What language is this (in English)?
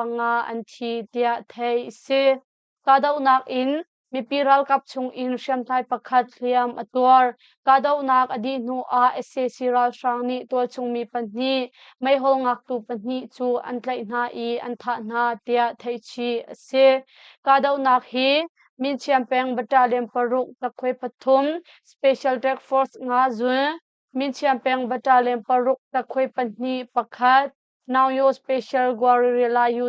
Hakha Chin